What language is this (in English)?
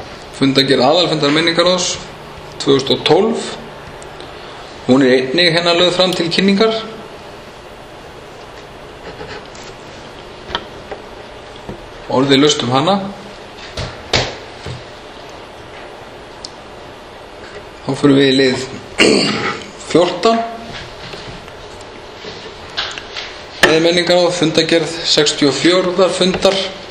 Icelandic